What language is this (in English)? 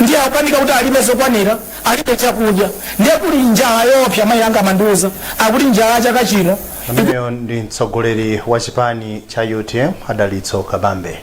Nyanja